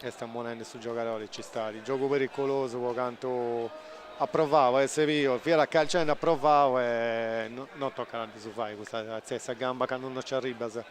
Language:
Sardinian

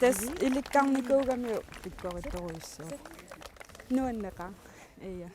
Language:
Kalaallisut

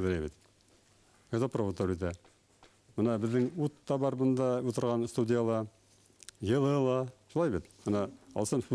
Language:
Bashkir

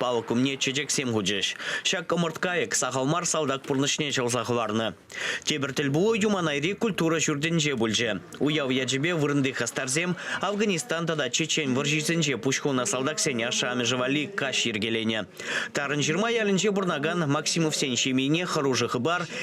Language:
Chuvash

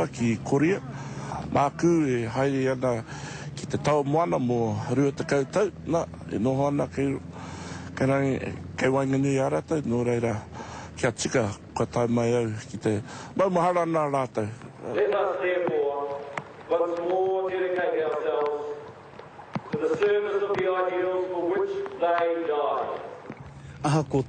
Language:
Māori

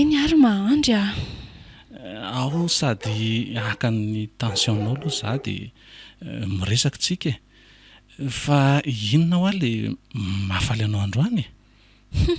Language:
Malagasy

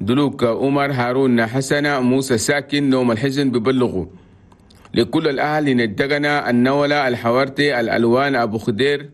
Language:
Chadian Arabic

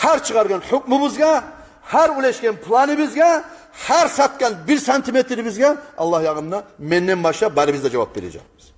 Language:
Kumyk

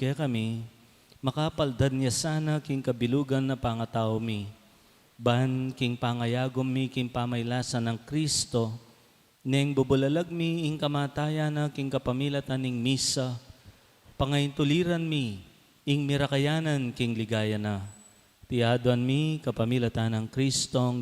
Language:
Pampanga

